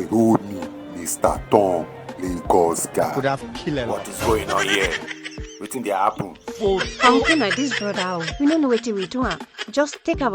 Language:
Nigerian Pidgin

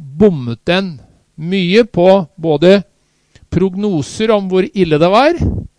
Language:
Norwegian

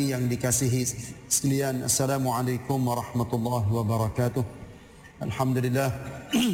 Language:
Malay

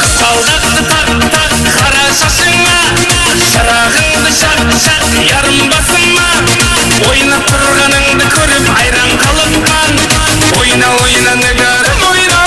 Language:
Kara-Kalpak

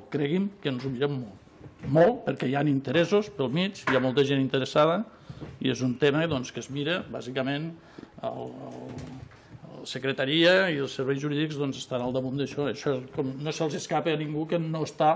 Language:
Catalan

